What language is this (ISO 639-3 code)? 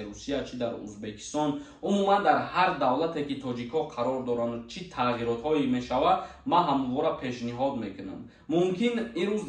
tgk